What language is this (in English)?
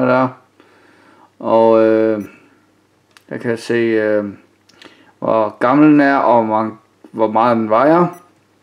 Danish